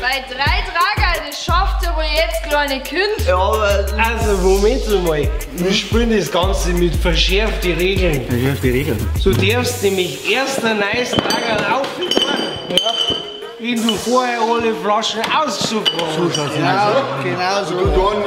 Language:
Bavarian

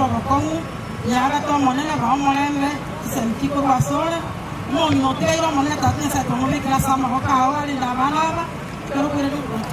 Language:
Gusii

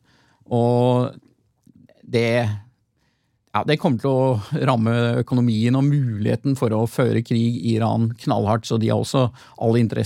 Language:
Norwegian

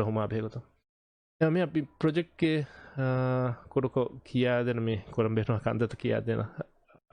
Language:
Divehi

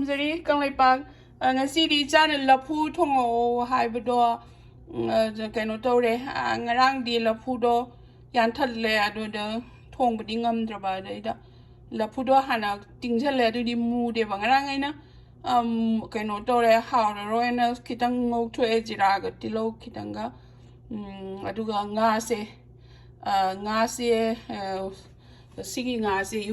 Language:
Manipuri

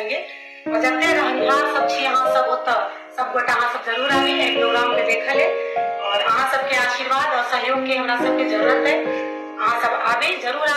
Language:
Maithili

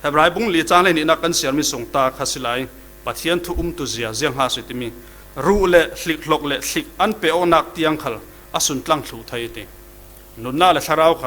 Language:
Falam Chin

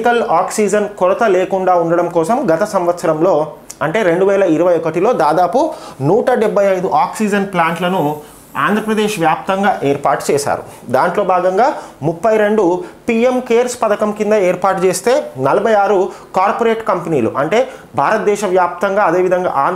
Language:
Telugu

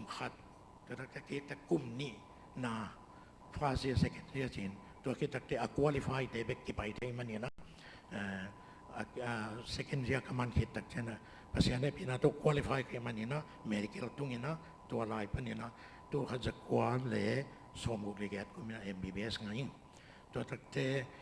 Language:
Tedim Chin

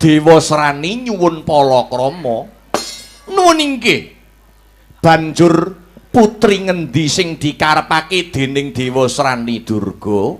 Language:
Javanese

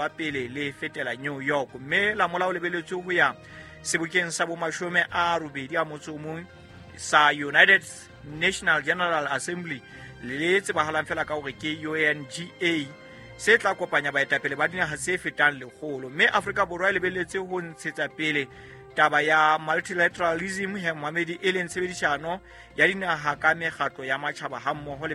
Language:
Southern Sotho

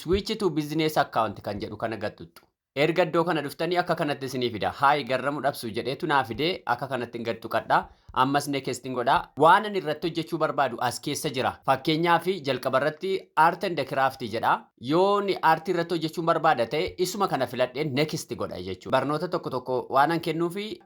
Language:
Oromo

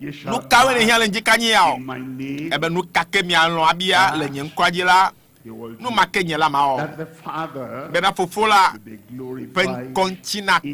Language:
Ewe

